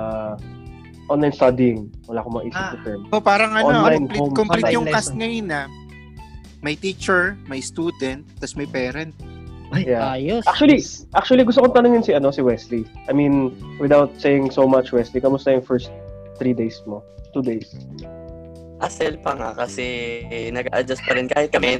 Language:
Filipino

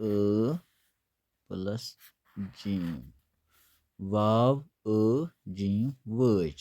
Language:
Kashmiri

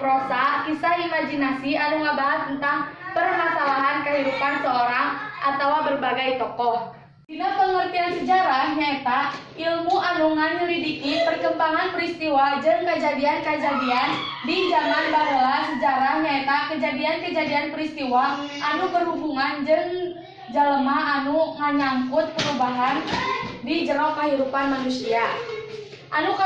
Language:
Sundanese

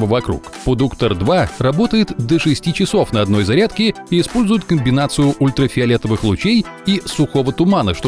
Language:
Russian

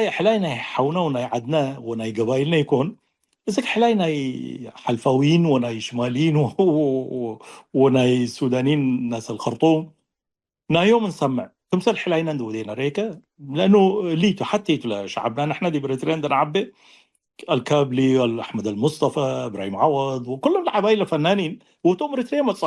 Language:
Tigre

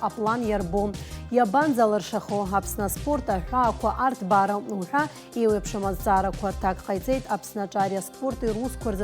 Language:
Abkhazian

